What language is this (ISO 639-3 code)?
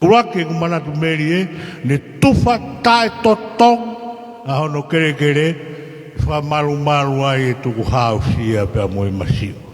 ton